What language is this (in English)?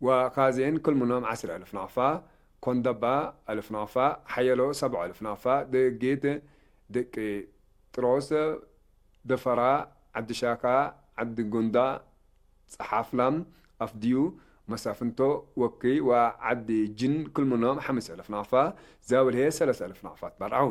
Tigre